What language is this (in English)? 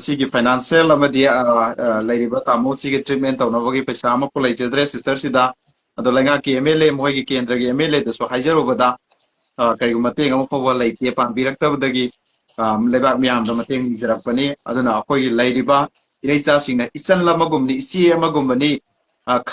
Manipuri